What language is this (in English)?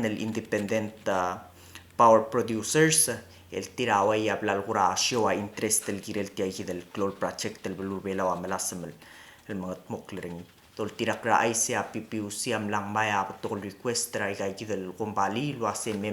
Palauan